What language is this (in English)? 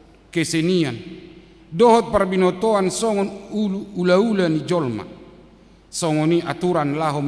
Batak Toba